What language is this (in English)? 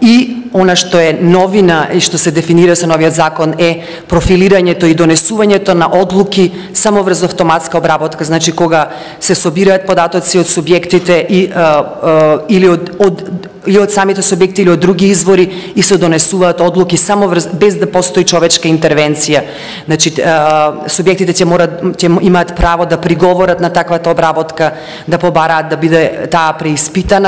Macedonian